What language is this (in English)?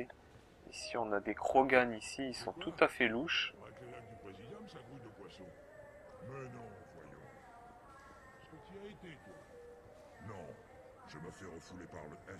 French